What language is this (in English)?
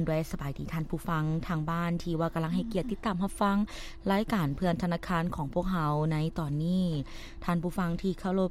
Lao